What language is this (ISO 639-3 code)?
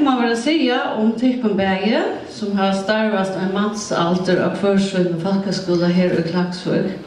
fao